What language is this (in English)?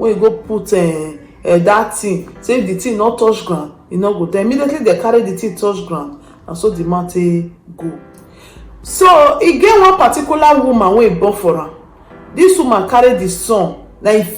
Nigerian Pidgin